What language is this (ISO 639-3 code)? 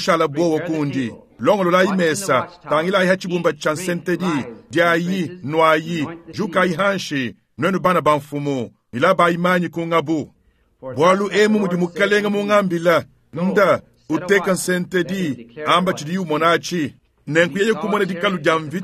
lua